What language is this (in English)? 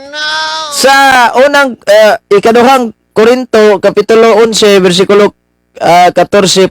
Cebuano